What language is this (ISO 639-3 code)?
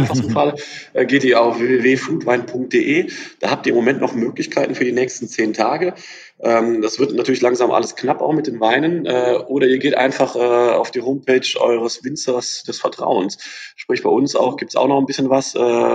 deu